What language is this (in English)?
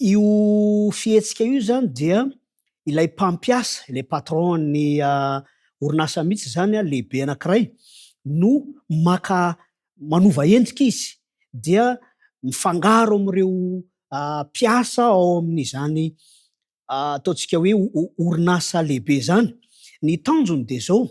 Malagasy